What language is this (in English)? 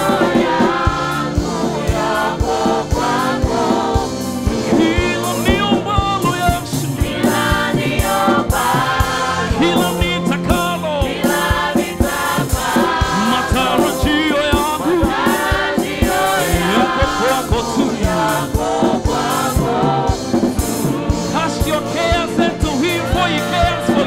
Swahili